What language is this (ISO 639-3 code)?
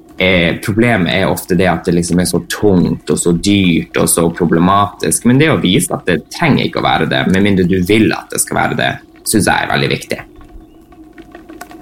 nor